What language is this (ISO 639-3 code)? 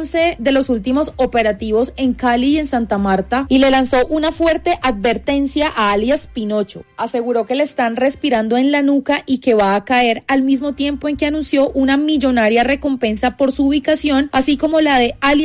spa